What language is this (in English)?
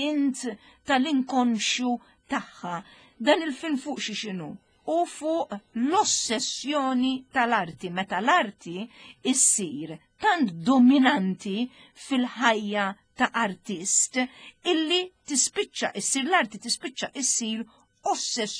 Maltese